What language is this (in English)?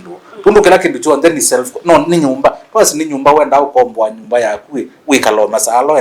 Kamba